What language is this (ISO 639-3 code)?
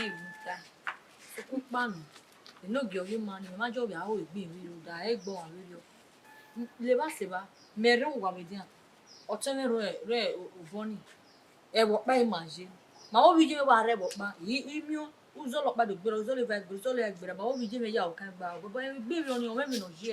bin